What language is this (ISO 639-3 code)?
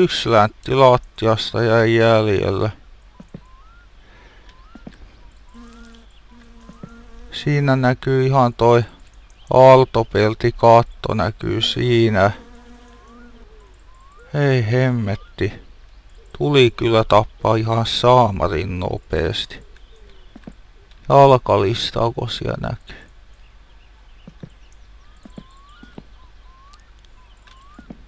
fin